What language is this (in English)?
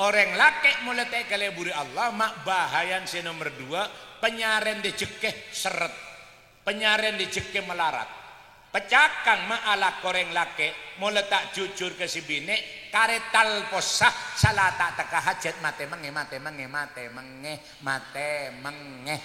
Madurese